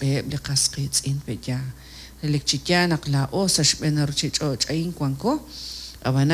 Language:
Kekchí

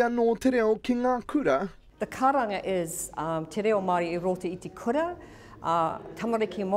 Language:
Māori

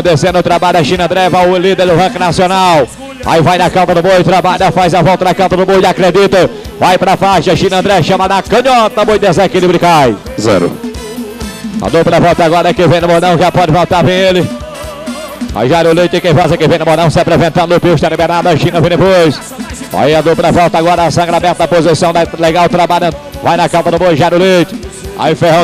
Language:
Portuguese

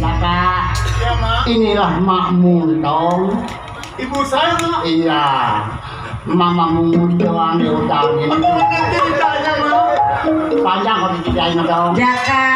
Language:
Betawi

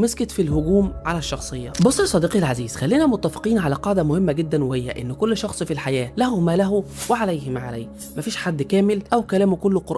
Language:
Egyptian Arabic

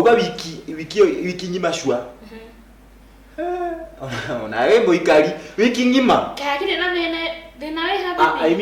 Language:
Kikuyu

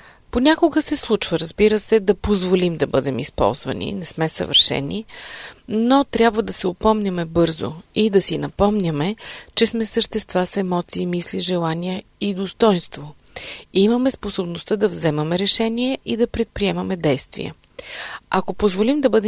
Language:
Bulgarian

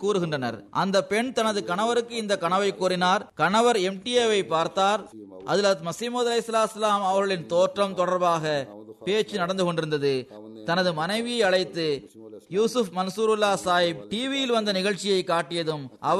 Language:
Tamil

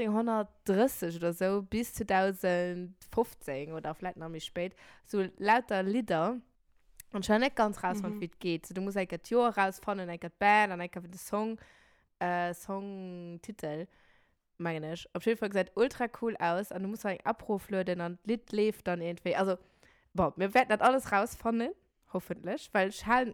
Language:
Luxembourgish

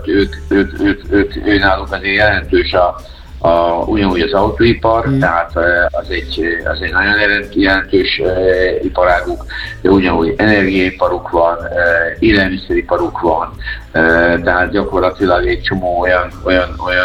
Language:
Hungarian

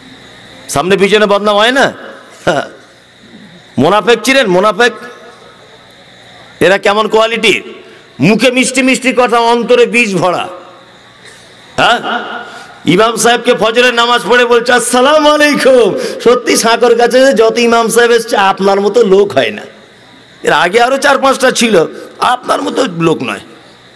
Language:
Bangla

